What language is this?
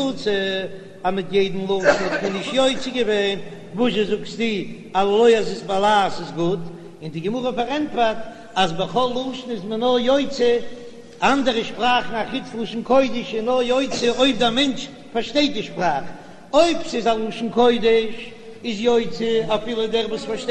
Yiddish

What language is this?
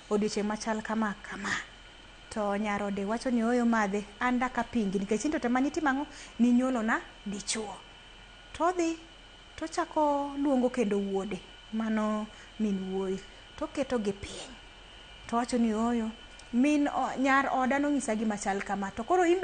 Luo (Kenya and Tanzania)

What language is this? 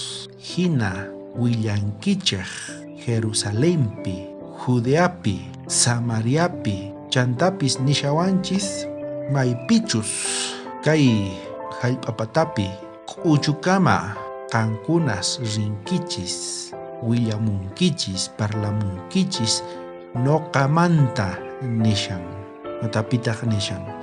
South Bolivian Quechua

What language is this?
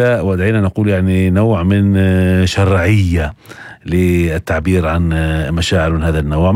North Levantine Arabic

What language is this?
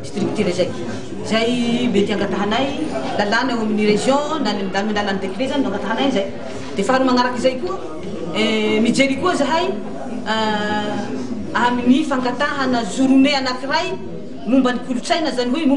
Malagasy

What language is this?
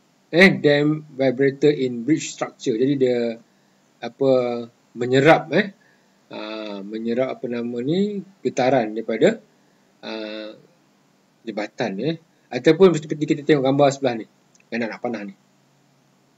Malay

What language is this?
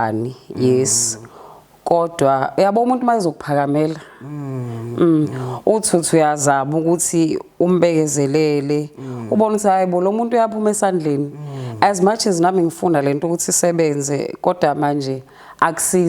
Zulu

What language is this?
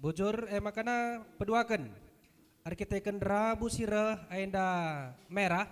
Batak Karo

